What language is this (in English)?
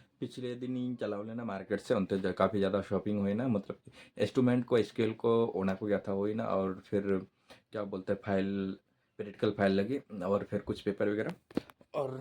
Santali